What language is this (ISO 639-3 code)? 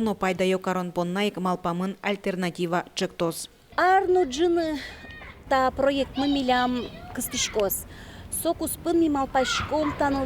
udm